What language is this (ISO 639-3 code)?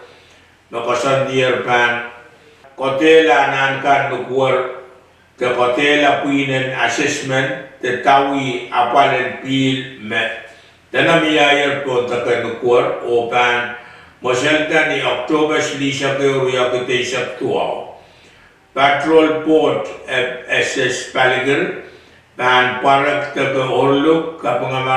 pon